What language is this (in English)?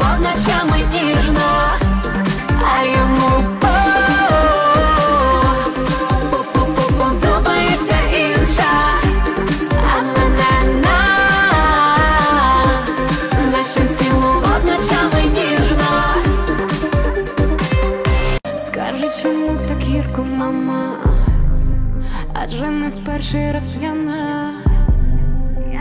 Ukrainian